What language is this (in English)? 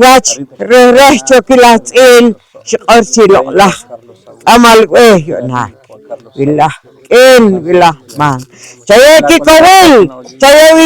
Poqomchi'